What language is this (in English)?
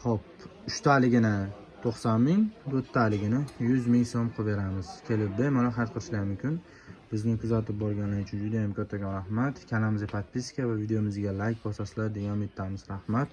Uzbek